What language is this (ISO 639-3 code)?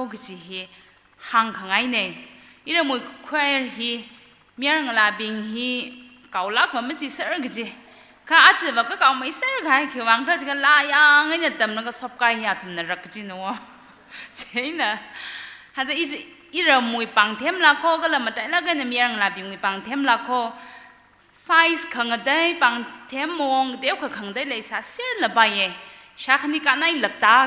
nmf